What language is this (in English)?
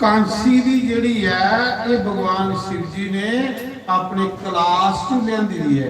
Dogri